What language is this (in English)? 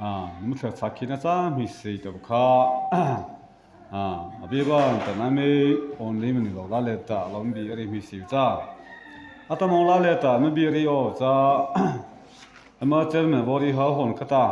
Mara Chin